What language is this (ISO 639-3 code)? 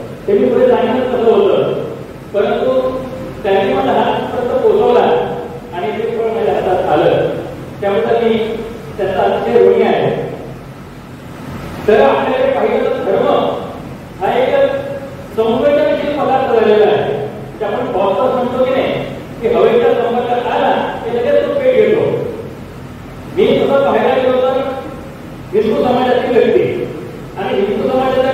mar